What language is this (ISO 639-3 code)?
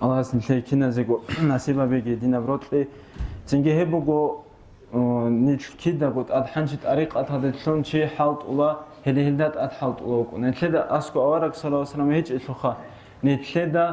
ava